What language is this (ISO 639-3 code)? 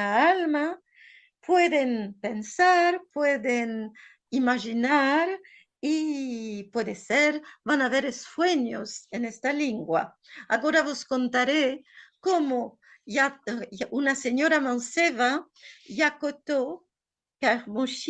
lad